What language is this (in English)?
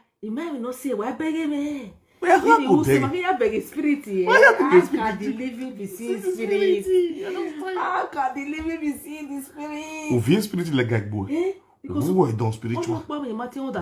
Nigerian Pidgin